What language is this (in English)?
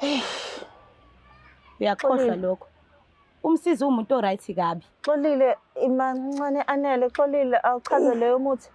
Zulu